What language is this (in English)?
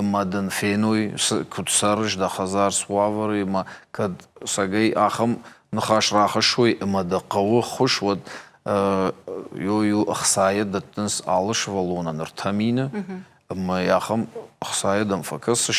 Ossetic